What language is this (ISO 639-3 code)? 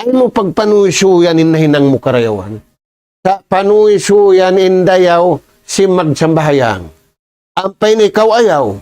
tsg